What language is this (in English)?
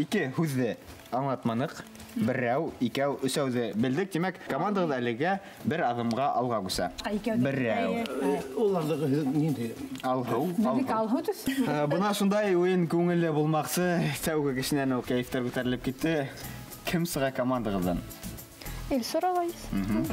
Bashkir